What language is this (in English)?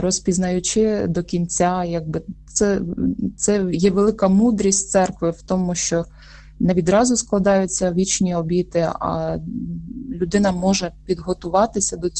Ukrainian